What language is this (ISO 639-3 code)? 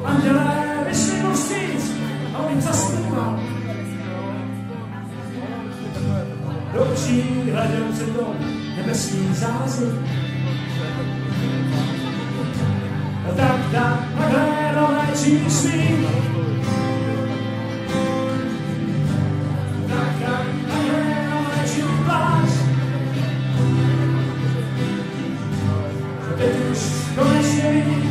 ces